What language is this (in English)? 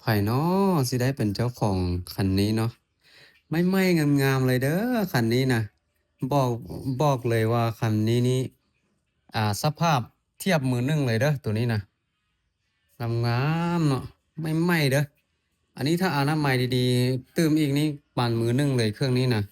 Lao